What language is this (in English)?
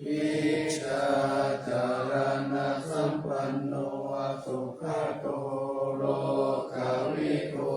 Pali